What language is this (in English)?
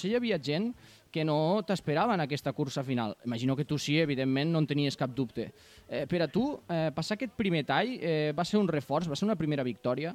Catalan